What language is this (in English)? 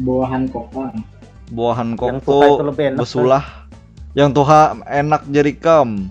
Banjar